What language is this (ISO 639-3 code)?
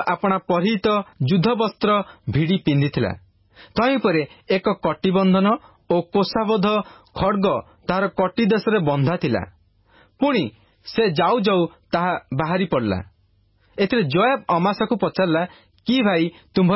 ori